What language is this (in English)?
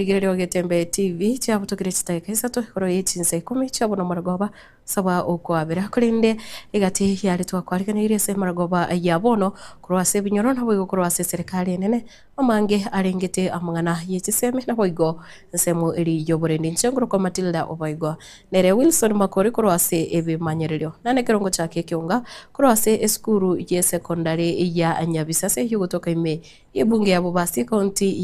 Gusii